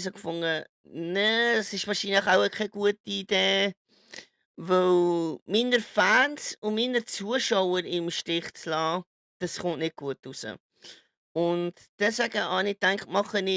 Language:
Swiss German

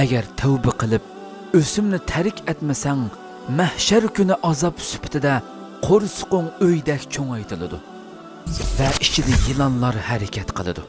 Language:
Uyghur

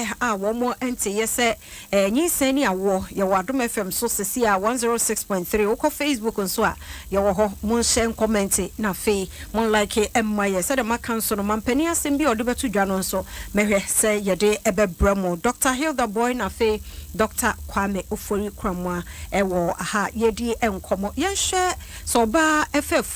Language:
Akan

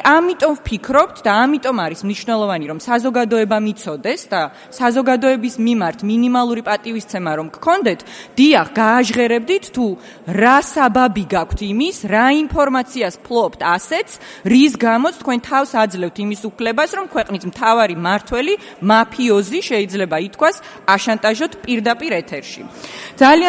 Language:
Georgian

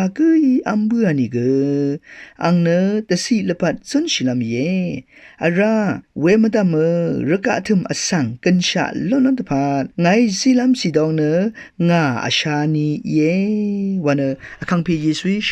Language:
Rawang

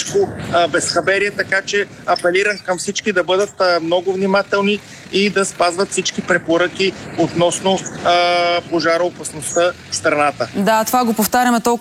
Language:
Bulgarian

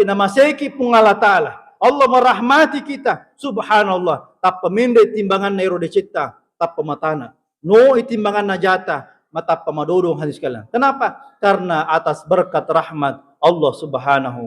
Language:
Buginese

